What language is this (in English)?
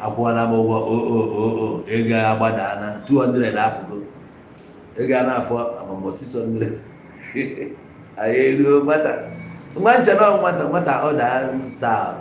Igbo